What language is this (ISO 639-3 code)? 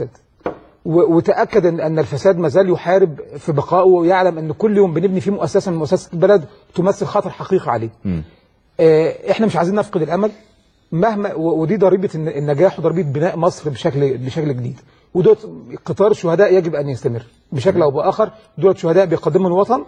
arz